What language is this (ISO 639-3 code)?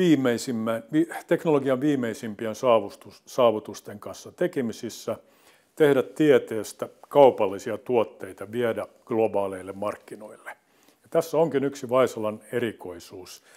fin